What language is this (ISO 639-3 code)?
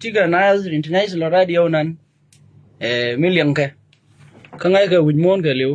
nus